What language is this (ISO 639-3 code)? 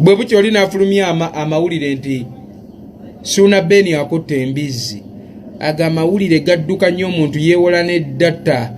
lug